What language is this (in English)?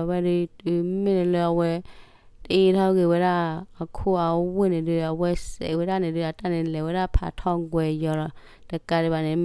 S'gaw Karen